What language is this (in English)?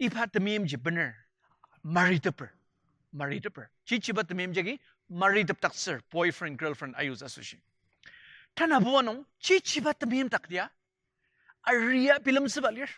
Ao Naga